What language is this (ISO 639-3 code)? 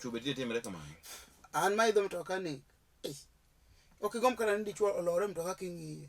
luo